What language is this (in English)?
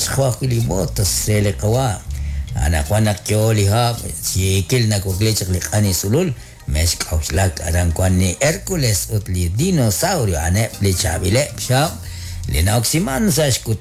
Kekchí